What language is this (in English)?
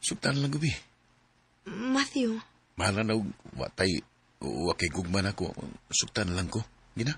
Cebuano